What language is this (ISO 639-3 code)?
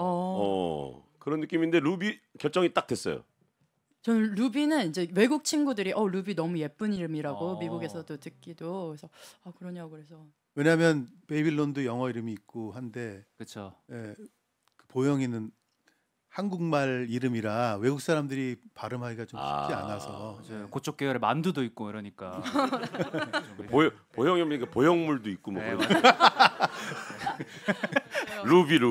kor